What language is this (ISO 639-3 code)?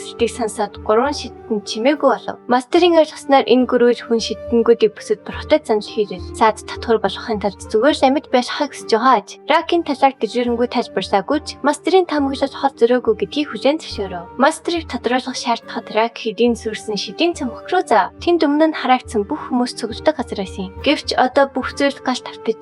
mon